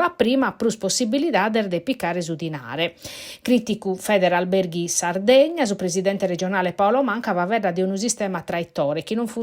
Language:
Sardinian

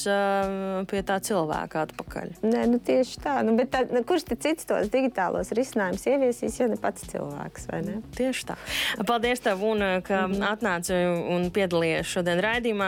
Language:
Latvian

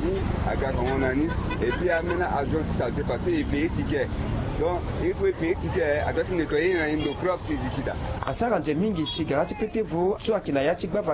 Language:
Sango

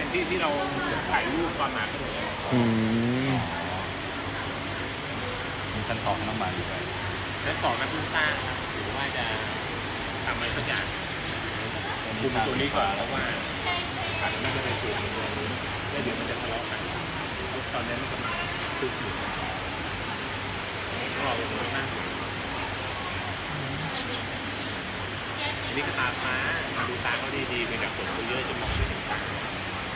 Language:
Thai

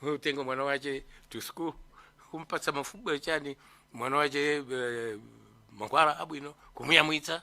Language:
Nyanja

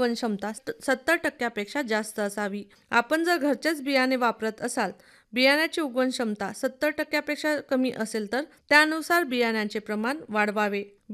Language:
Marathi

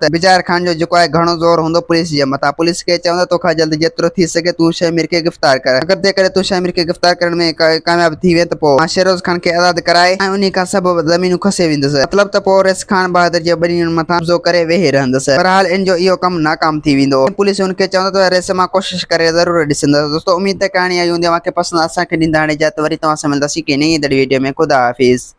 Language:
Sindhi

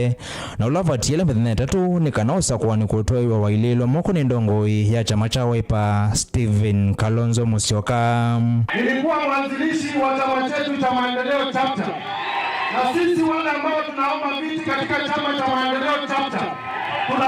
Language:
Kamba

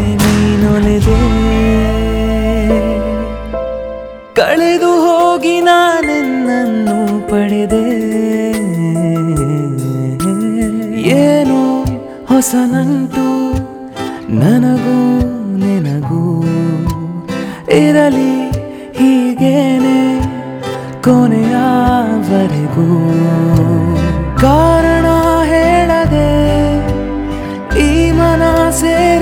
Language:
Kannada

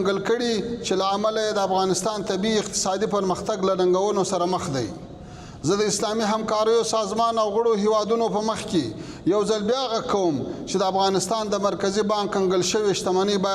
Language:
Pashto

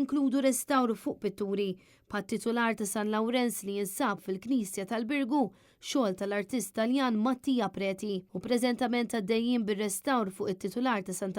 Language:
Maltese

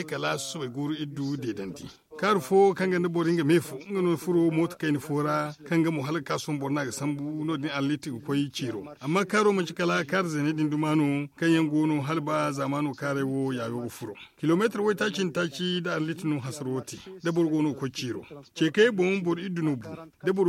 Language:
Zarma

